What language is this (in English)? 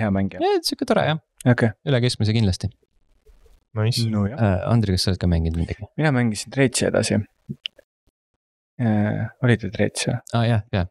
Estonian